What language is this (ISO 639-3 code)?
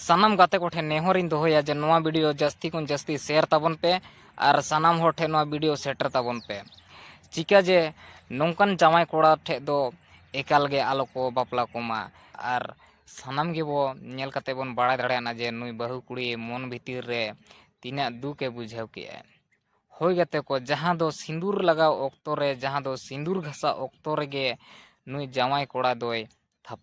sat